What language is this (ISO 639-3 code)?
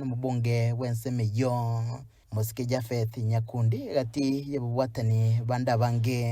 guz